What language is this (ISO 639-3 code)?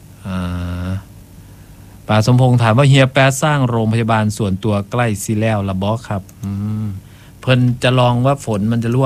tha